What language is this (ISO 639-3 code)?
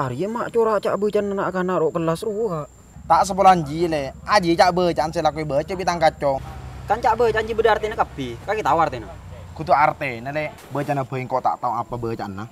mad